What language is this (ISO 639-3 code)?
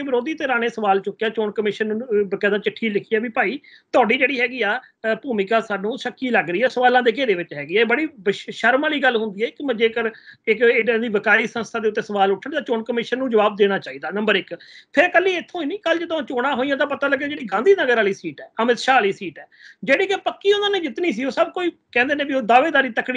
pan